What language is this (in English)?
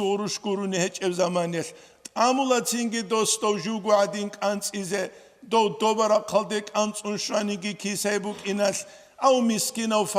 Avaric